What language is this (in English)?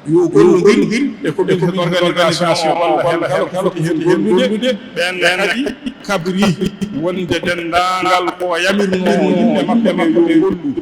Fula